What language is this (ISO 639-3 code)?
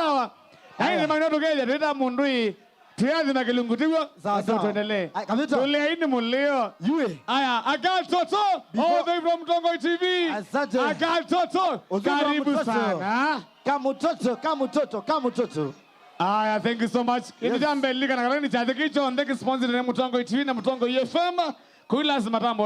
kam